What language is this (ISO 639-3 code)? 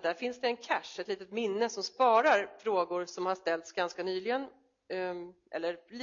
swe